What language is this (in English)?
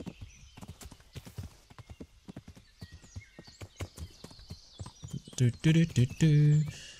German